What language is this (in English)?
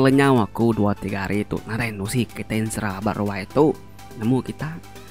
Iban